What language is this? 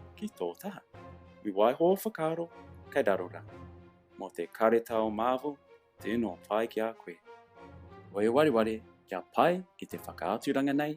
Māori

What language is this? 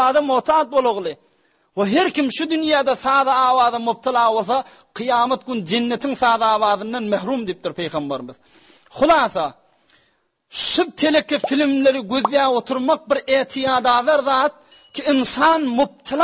Turkmen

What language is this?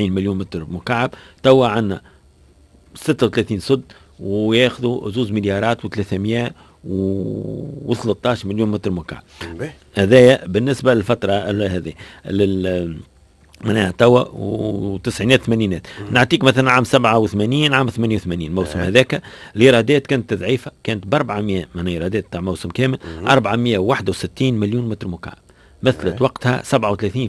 Tunisian Arabic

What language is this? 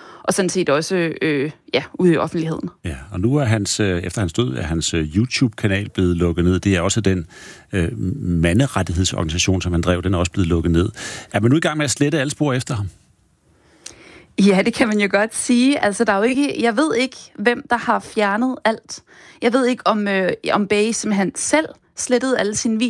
Danish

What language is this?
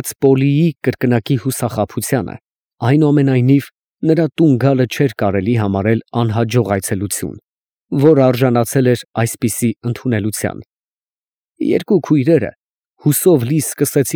Armenian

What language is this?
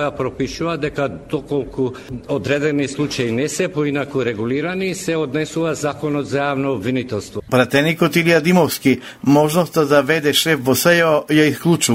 Macedonian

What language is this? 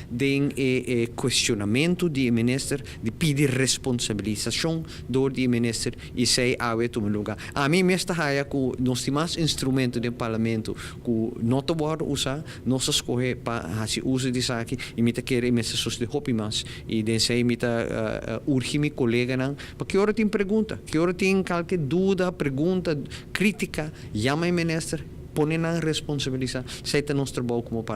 Papiamento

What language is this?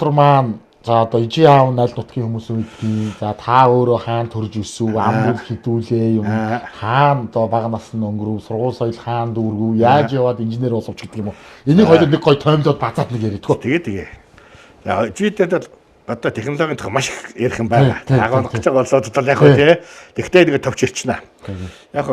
Mongolian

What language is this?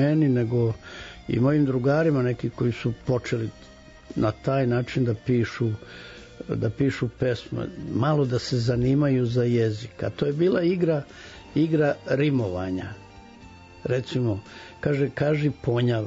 Serbian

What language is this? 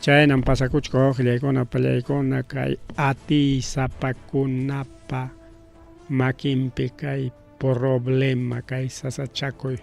Ayacucho Quechua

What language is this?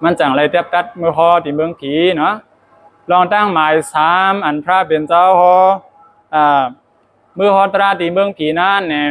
Shan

